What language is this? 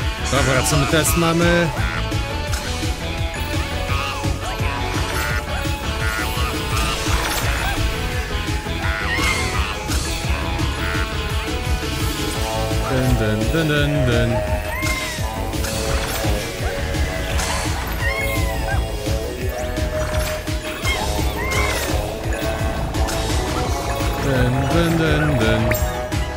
Polish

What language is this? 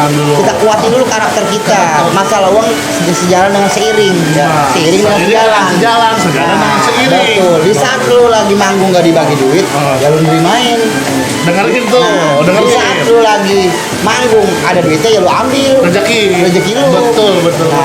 Betawi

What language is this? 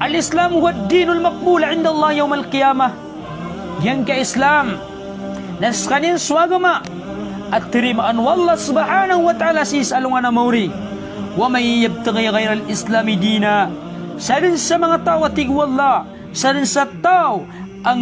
Maranao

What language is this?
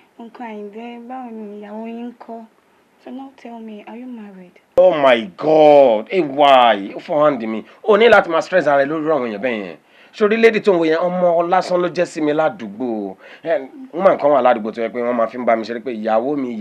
Yoruba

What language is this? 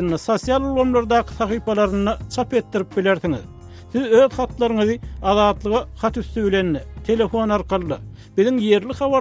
Turkmen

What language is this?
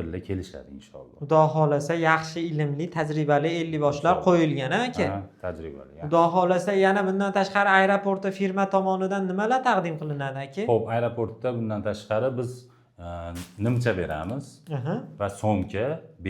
Uzbek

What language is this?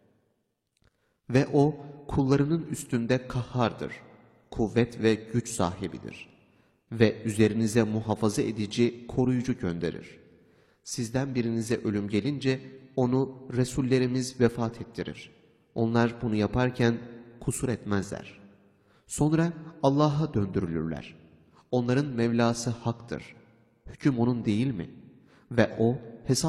Turkish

